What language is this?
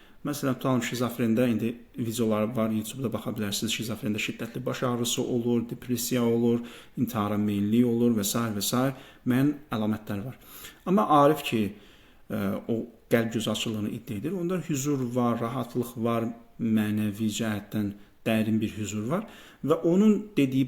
Azerbaijani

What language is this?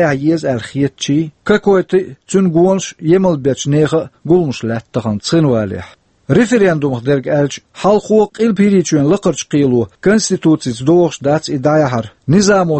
Chechen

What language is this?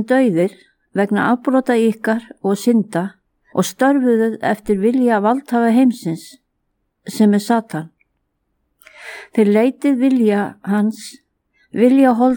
Icelandic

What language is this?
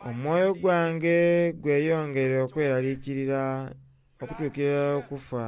Soga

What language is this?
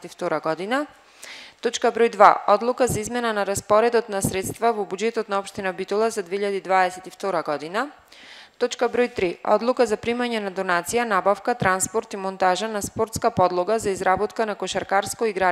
Macedonian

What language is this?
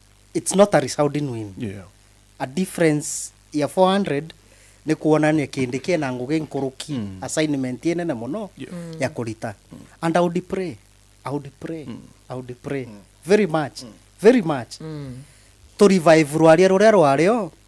Meru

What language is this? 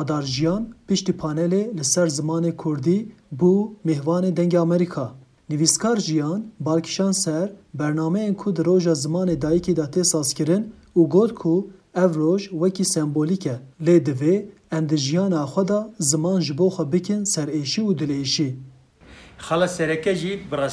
Kurdish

